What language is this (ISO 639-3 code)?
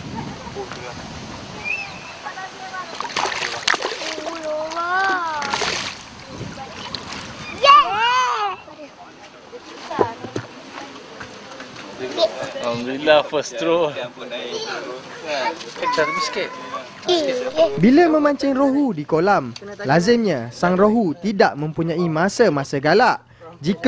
msa